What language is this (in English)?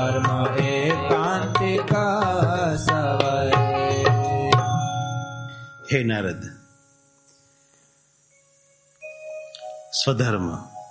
Gujarati